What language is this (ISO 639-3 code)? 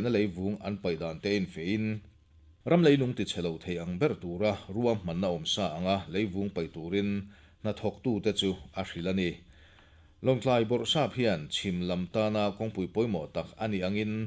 lus